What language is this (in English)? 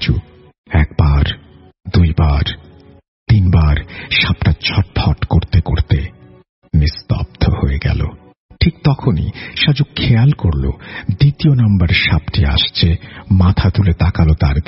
Bangla